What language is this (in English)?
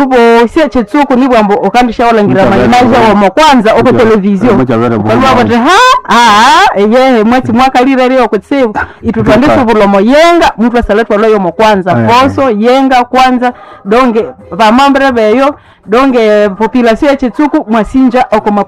Nande